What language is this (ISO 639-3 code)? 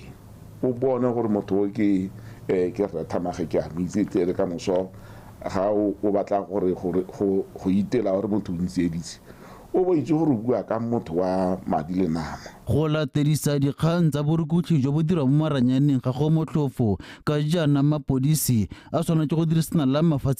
tsn